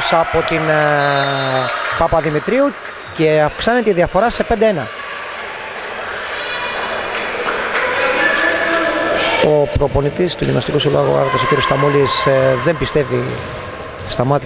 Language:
Greek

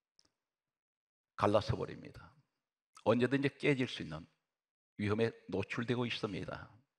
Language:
Korean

